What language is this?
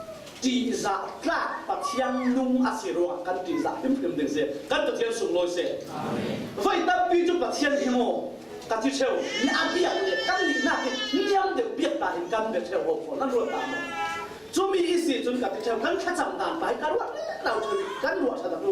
Falam Chin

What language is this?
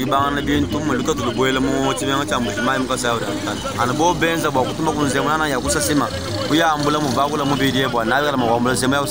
Luba-Lulua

